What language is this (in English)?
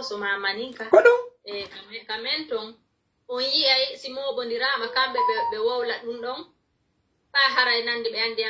Pular